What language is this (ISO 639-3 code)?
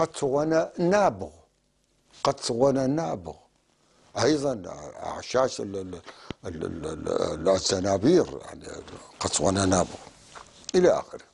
apc